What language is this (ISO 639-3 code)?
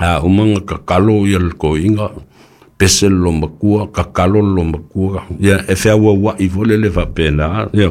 smo